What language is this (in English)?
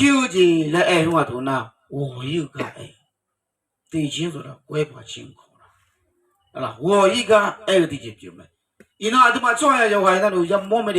Akha